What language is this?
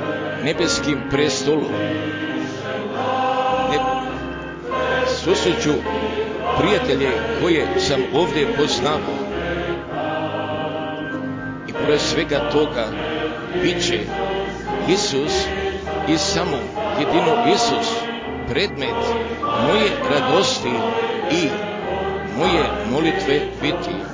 Croatian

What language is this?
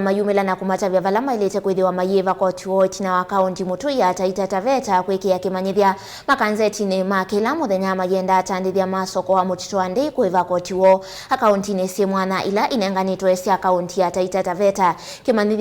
Kamba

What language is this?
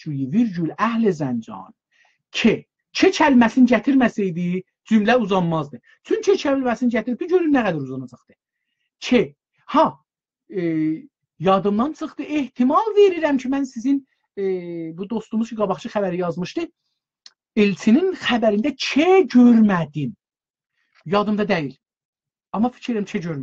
South Azerbaijani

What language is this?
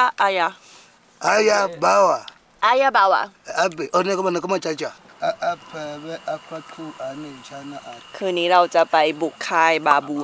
Thai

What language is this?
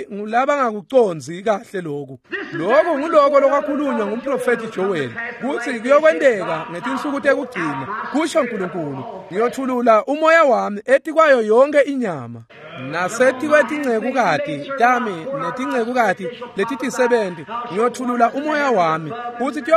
Swati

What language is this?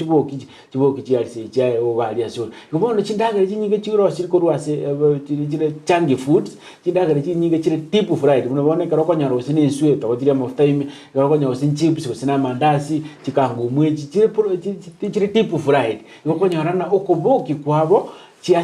Gusii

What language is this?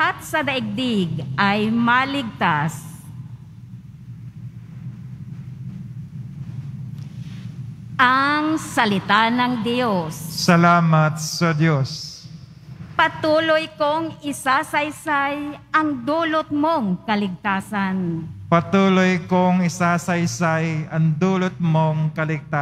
Filipino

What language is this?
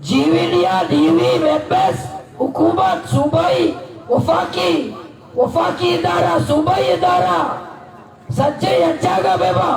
Baluchi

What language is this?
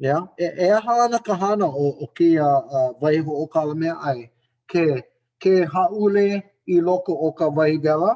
Hawaiian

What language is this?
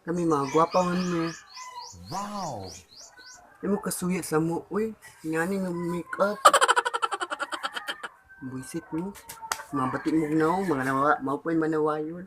Cebuano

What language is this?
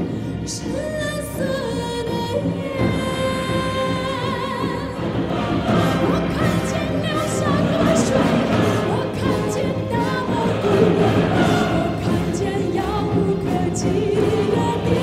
Chinese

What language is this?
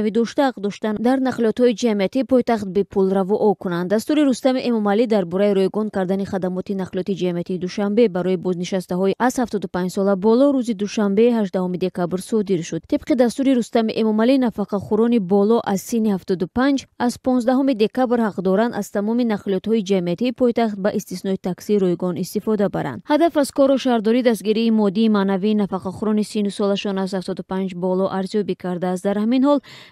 Tajik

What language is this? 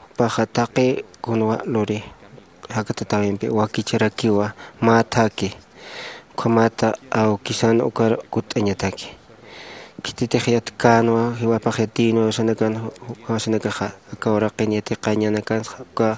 Aymara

